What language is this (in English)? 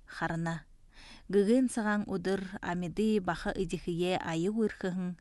Buriat